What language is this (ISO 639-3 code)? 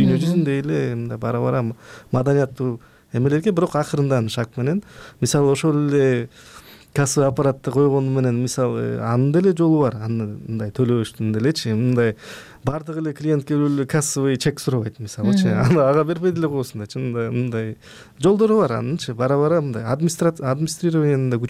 kir